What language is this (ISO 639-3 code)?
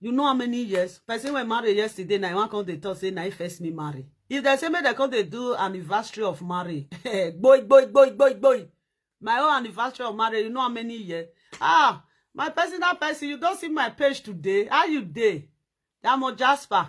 pcm